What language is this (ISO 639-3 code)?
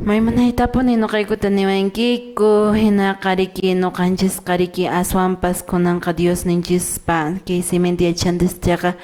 que